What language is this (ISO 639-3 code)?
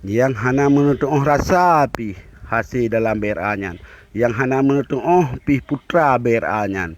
ace